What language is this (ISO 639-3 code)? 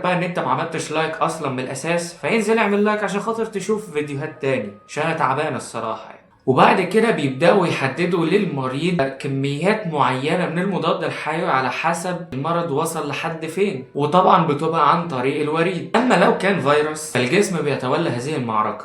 arz